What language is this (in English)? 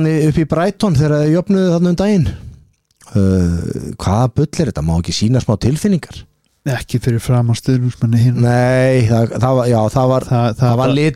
Icelandic